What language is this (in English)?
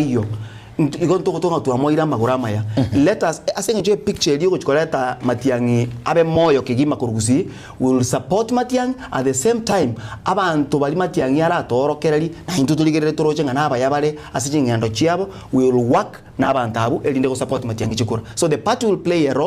Gusii